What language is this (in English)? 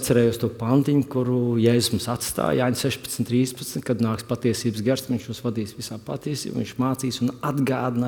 Latvian